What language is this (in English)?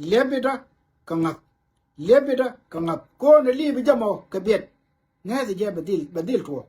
Nuer